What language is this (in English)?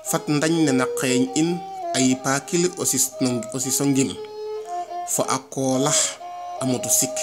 Serer